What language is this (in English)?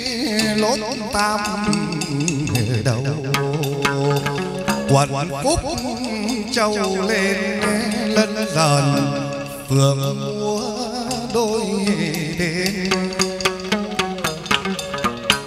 Vietnamese